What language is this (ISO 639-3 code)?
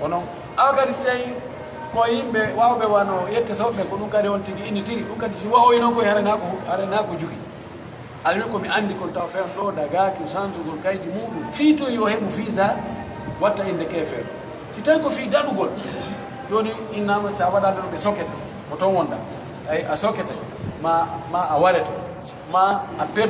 fuf